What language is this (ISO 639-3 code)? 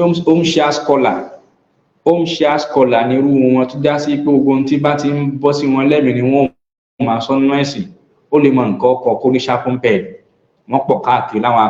yor